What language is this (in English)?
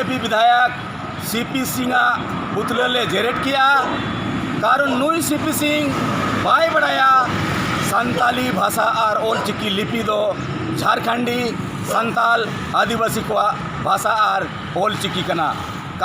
Santali